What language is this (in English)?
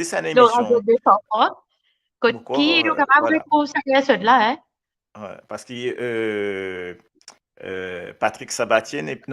Morisyen